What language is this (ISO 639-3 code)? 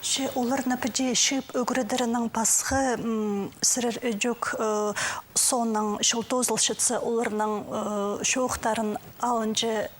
kjh